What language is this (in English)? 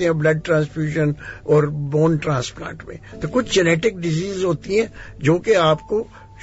Urdu